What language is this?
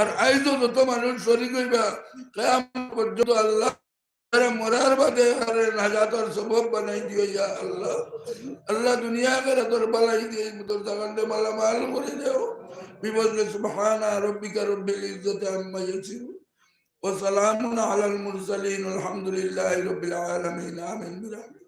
Sylheti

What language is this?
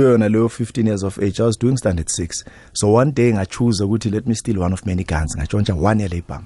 South Ndebele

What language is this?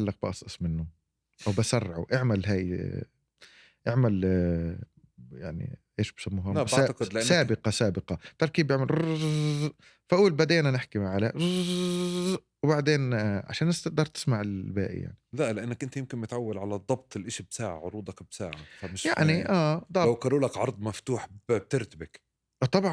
North Levantine Arabic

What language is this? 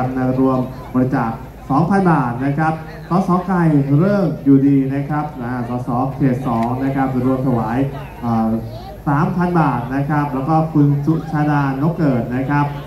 Thai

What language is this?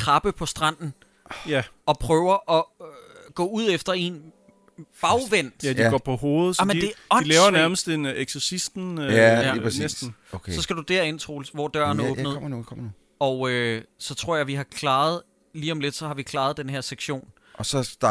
Danish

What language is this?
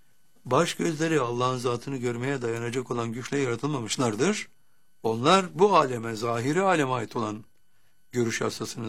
Turkish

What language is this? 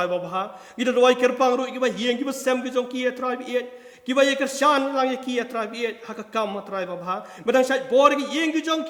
Khasi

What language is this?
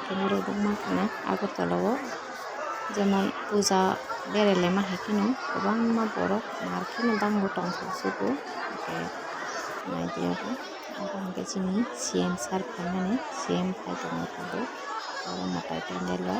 Kok Borok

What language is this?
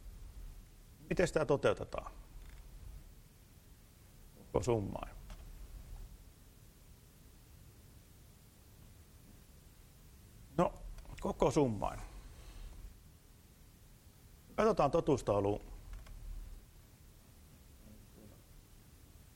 Finnish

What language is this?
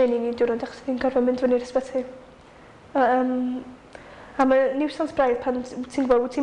Welsh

